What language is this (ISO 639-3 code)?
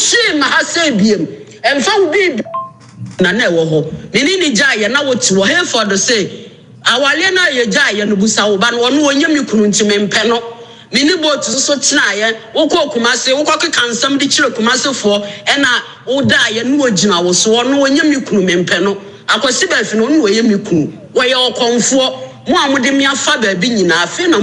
aka